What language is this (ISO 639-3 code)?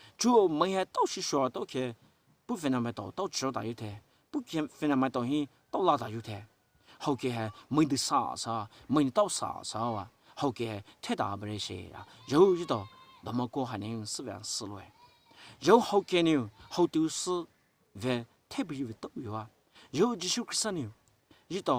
pmx